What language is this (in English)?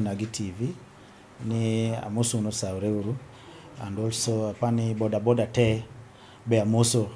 Luo (Kenya and Tanzania)